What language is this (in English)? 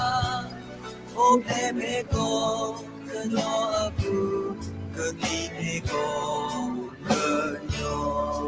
S'gaw Karen